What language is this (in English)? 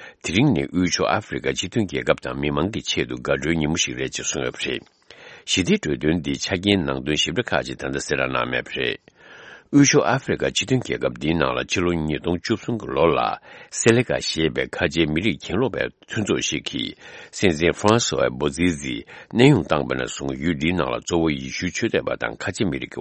Tibetan